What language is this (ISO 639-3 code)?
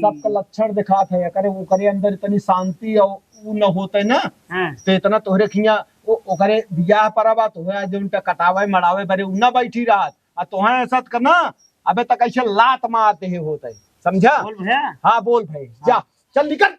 awa